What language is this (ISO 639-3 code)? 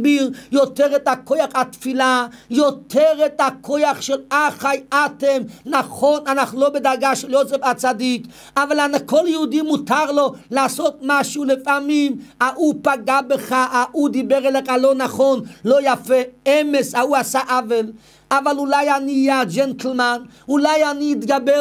heb